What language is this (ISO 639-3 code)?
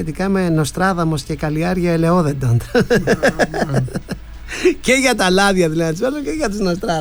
ell